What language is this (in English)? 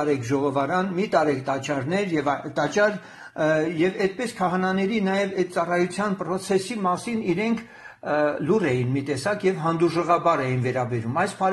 Armenian